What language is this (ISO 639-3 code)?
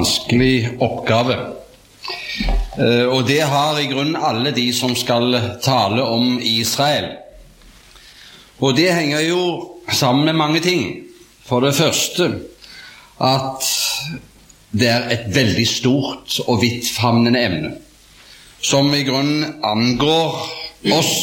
nor